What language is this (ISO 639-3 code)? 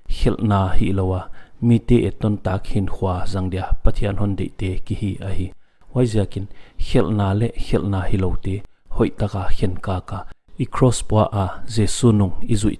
pck